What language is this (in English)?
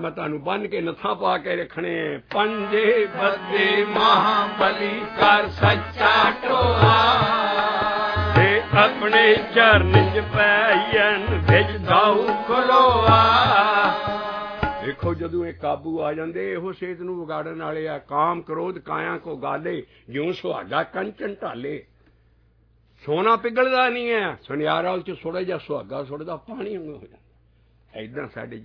Punjabi